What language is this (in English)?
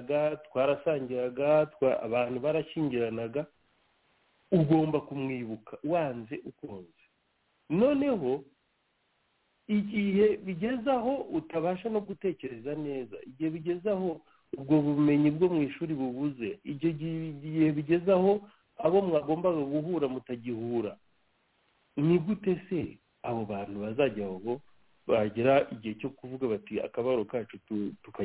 Kinyarwanda